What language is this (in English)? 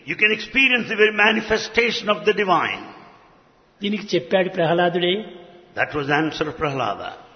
Telugu